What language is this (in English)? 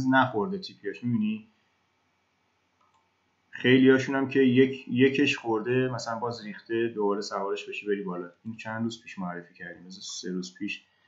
Persian